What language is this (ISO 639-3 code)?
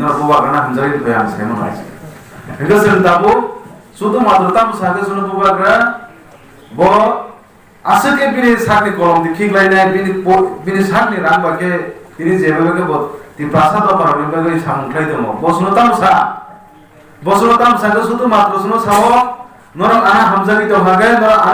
trp